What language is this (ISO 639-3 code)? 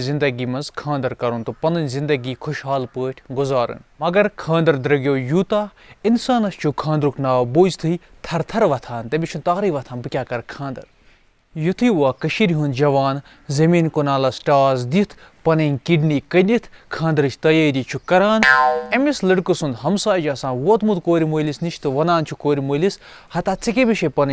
kas